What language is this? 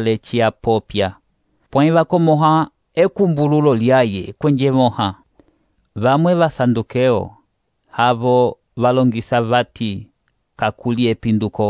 Umbundu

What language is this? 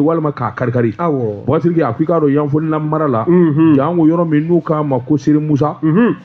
Bambara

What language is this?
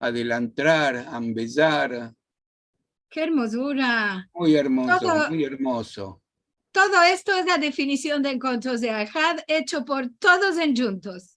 Ladino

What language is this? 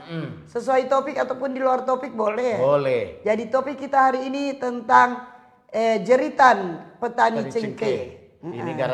Manado Malay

